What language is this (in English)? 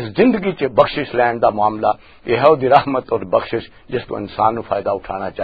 Western Panjabi